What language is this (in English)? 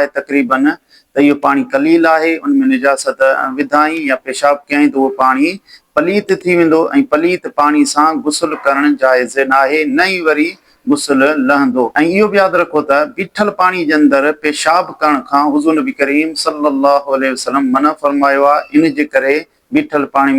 Sindhi